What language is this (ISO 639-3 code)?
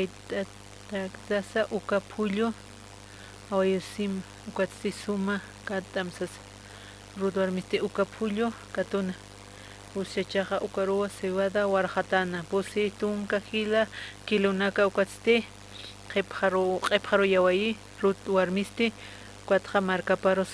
aym